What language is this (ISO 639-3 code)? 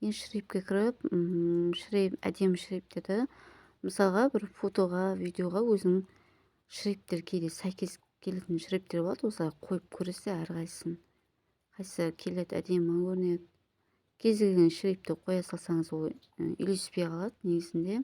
kaz